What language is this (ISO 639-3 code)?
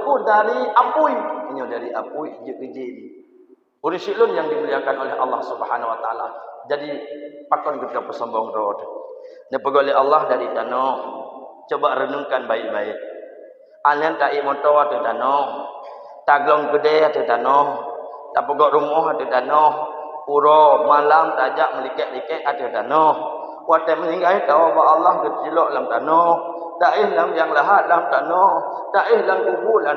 ace